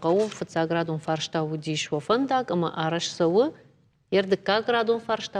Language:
Ossetic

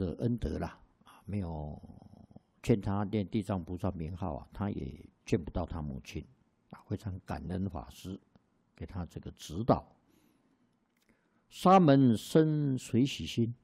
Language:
Chinese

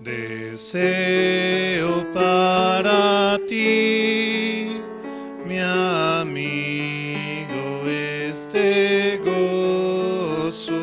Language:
Aymara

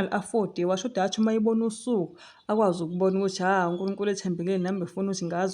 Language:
Zulu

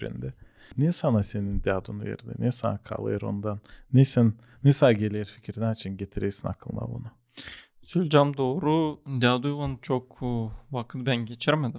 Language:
Gagauz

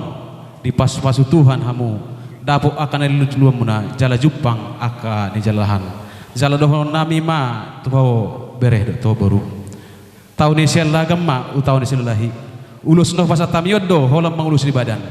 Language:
Batak Toba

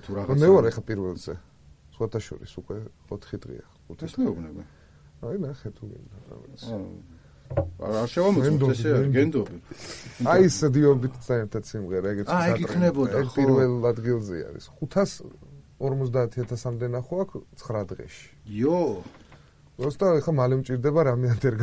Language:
Georgian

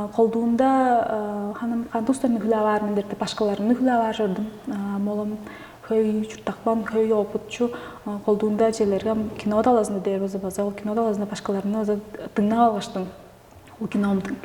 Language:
Tuvinian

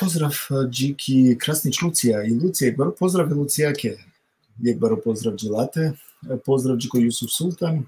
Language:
Balkan Romani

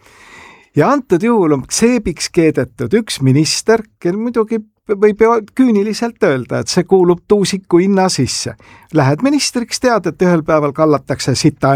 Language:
Estonian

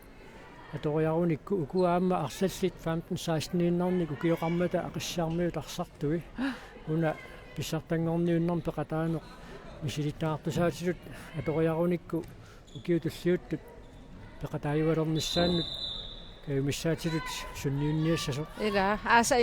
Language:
Kalaallisut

